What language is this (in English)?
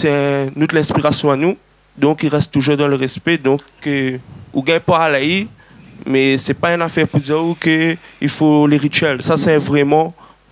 Réunion Creole French